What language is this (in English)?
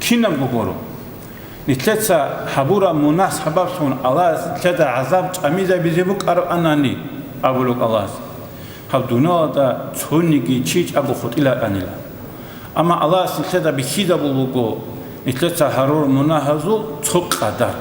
Avaric